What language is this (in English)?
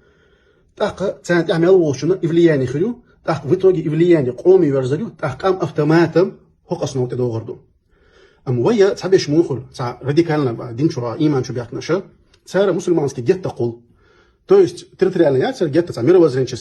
Chechen